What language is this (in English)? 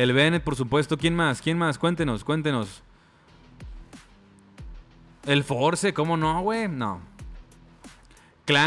Spanish